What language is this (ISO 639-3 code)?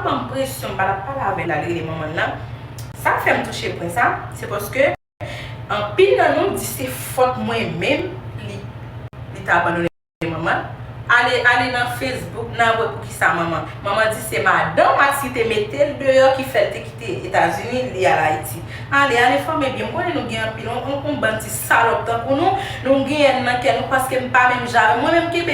hat